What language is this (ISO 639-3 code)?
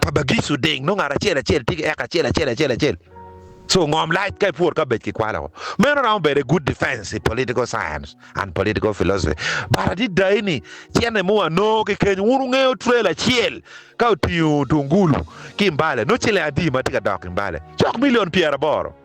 ach